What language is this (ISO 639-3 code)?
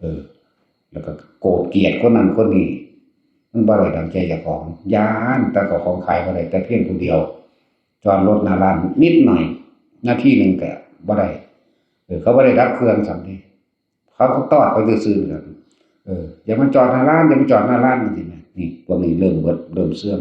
tts